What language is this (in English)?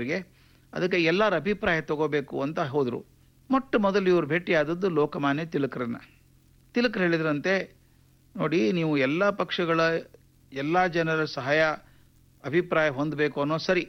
Kannada